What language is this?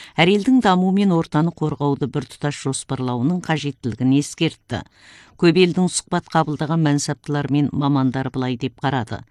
Kazakh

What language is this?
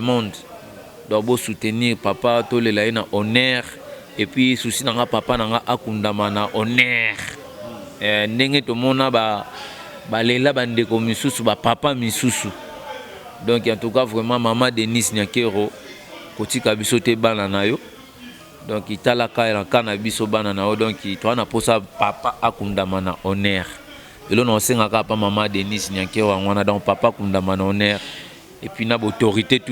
Lingala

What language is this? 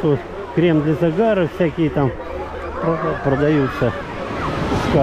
Russian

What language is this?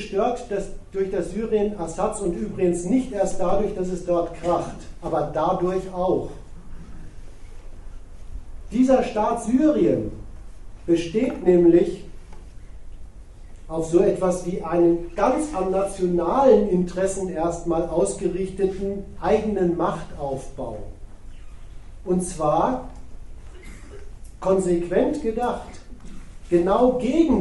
German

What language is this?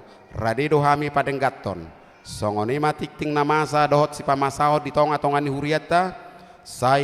Batak Toba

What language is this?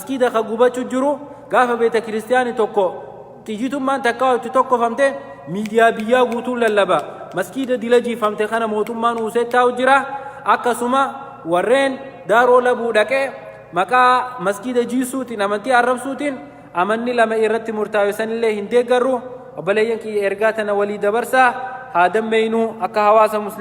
Oromo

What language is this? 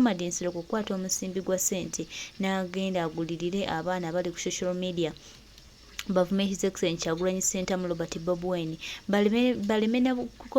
Ganda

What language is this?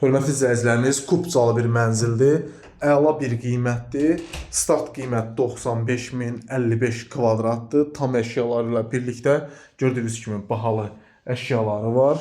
Azerbaijani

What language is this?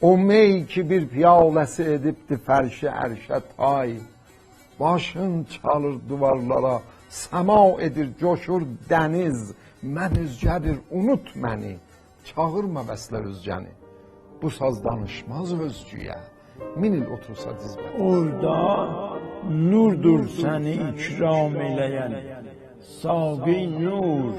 South Azerbaijani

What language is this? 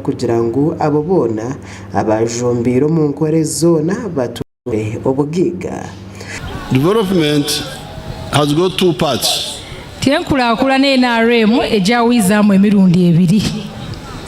Nyankole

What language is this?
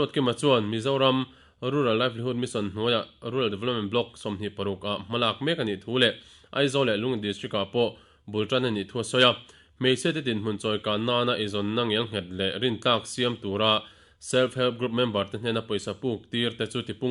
Mizo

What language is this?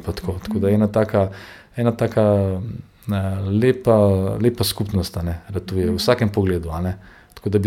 Slovenian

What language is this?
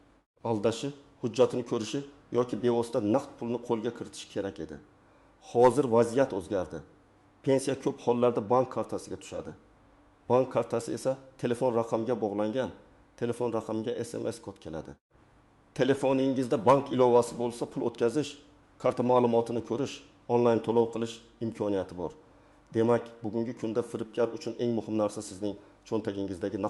Uzbek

